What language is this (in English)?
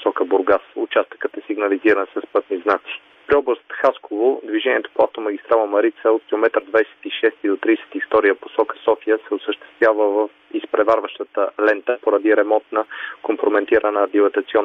Bulgarian